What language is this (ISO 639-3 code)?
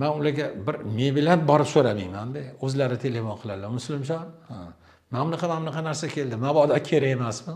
uzb